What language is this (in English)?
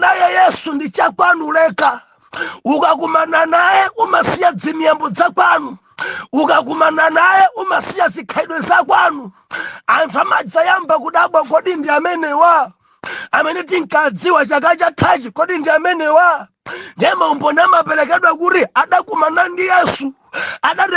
Nyanja